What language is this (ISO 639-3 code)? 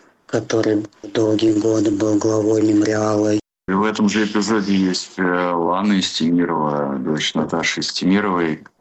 rus